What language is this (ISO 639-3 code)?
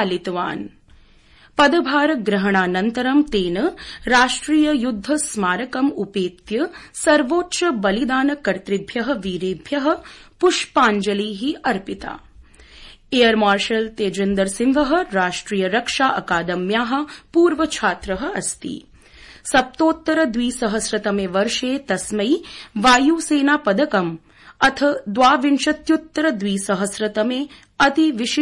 san